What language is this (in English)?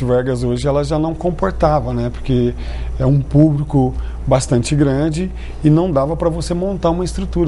Portuguese